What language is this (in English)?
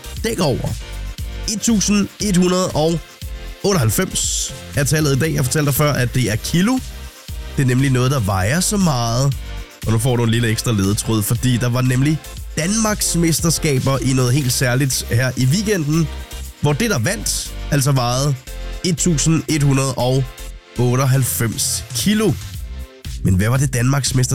Danish